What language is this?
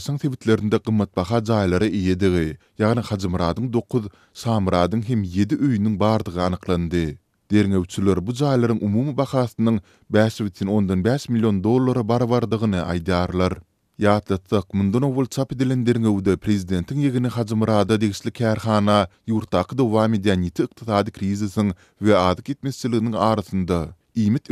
Turkmen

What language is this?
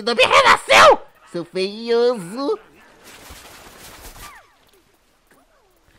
Portuguese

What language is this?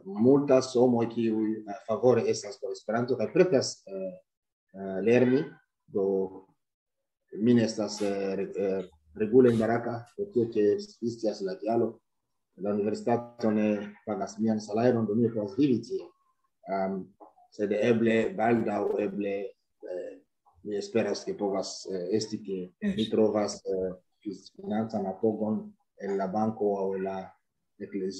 Esperanto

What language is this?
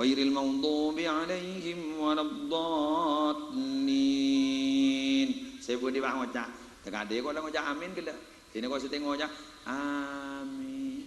Madurese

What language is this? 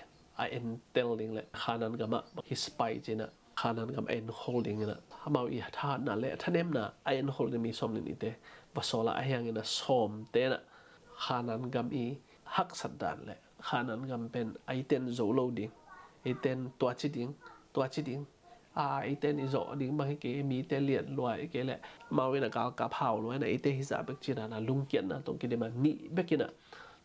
Tedim Chin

